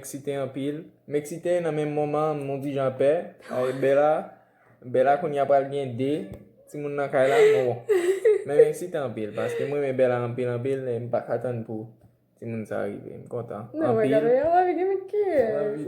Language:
Haitian Creole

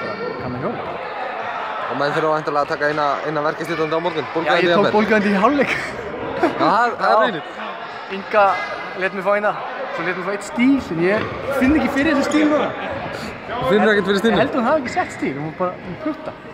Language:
Icelandic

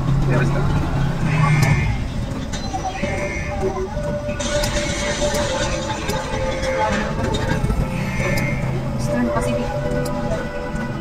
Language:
Filipino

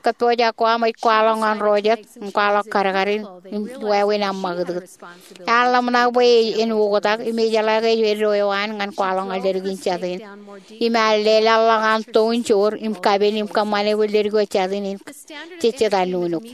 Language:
Marshallese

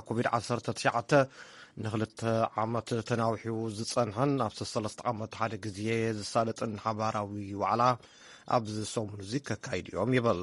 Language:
Tigrinya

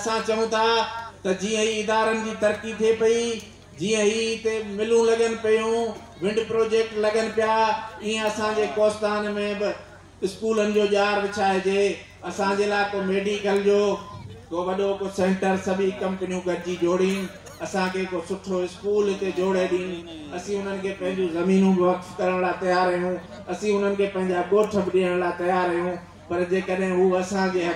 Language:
Sindhi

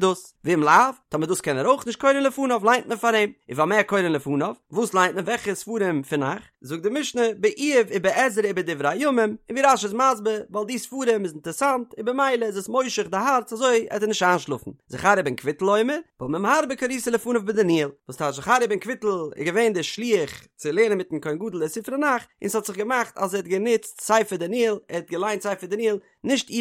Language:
Yiddish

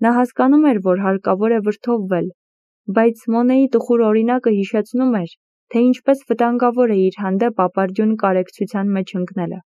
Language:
Armenian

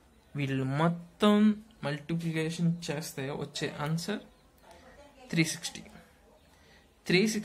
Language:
Telugu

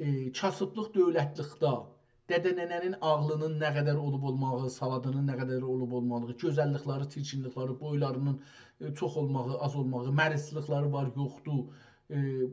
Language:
South Azerbaijani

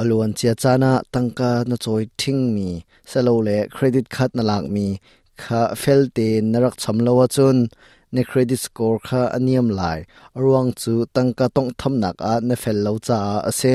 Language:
Hakha Chin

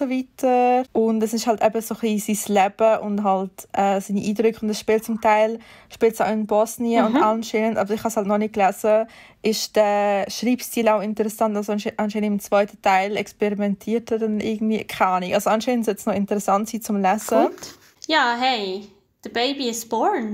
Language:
Swiss German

